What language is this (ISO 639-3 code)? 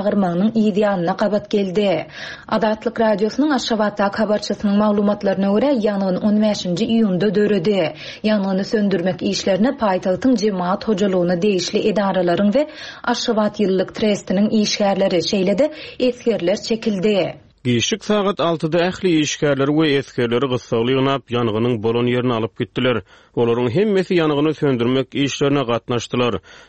tuk